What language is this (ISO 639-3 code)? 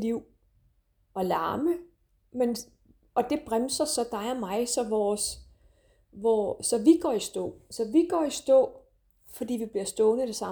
dan